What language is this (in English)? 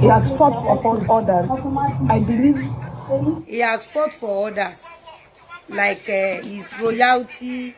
Yoruba